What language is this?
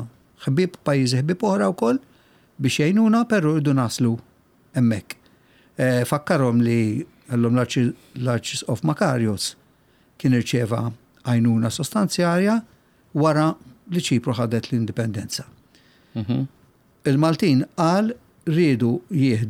Maltese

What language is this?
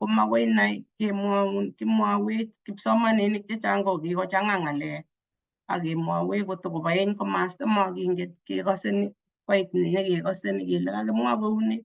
Kalenjin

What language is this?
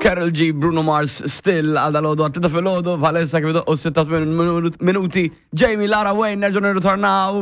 Maltese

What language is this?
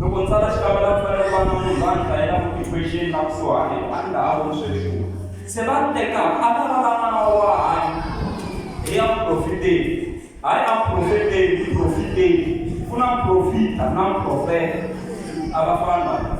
Tsonga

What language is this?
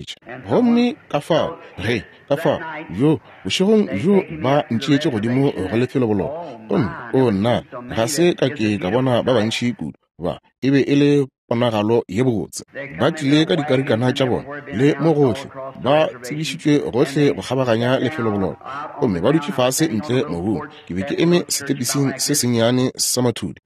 Northern Sotho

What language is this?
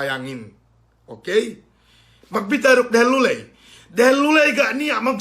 Yakan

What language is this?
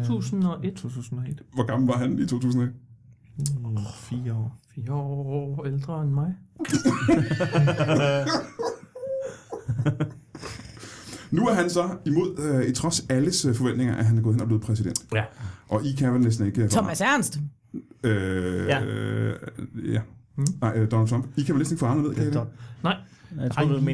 Danish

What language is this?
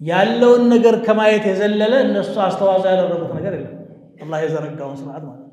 Amharic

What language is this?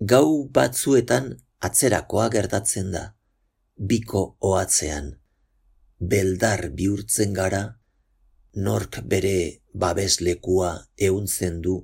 Basque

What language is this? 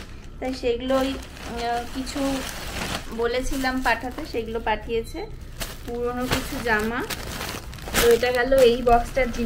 Bangla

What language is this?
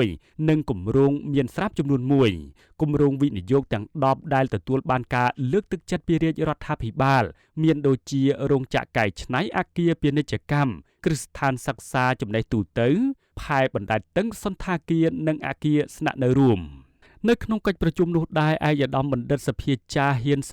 Khmer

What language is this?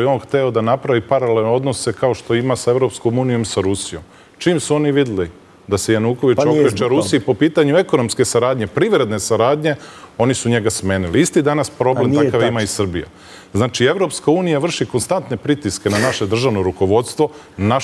Serbian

